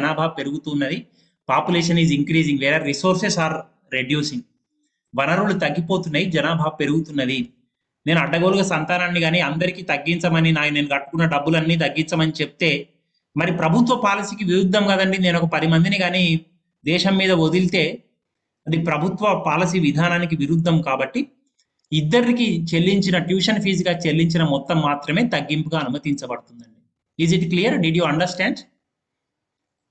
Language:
Telugu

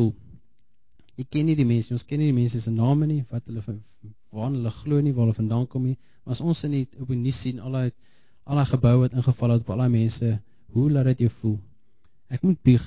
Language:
Afrikaans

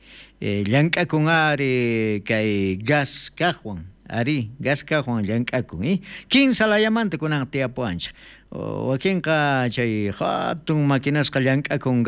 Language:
South Bolivian Quechua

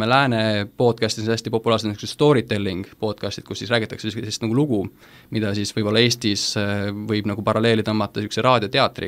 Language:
Estonian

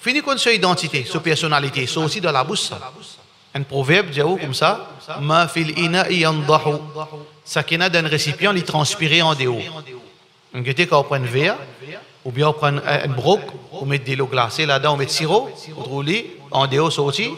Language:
Morisyen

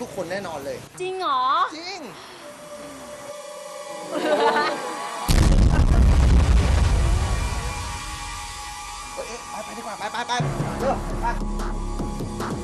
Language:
Thai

